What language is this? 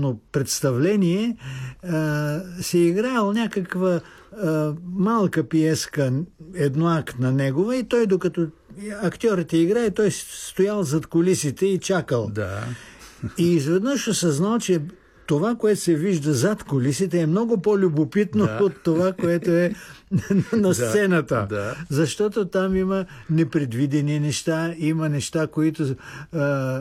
Bulgarian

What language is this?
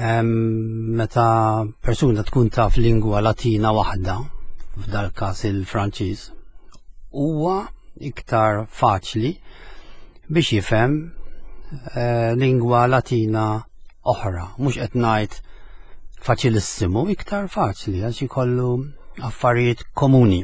Maltese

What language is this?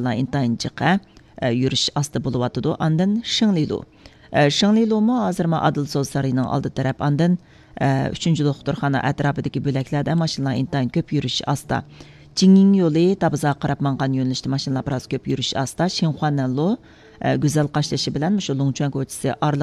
Uyghur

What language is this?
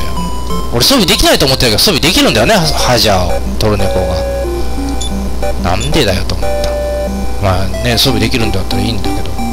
Japanese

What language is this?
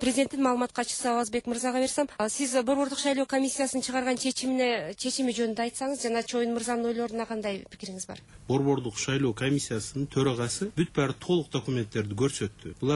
Kyrgyz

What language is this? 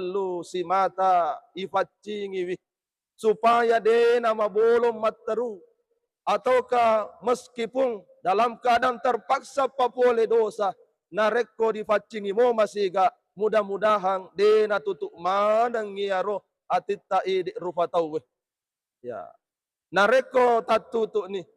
Buginese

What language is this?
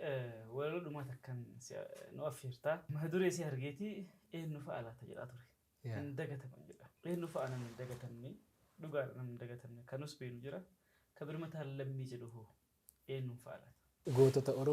Oromo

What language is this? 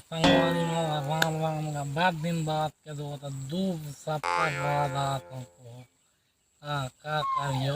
Chhattisgarhi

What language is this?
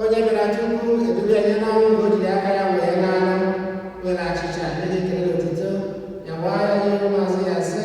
Igbo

